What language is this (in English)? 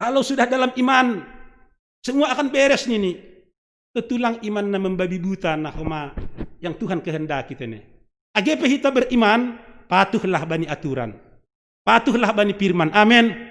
Batak Simalungun